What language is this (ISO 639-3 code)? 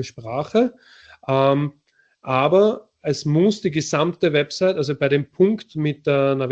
deu